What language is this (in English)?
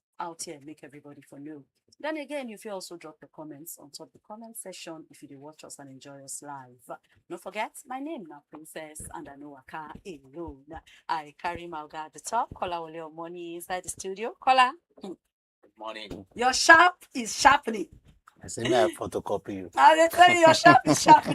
Nigerian Pidgin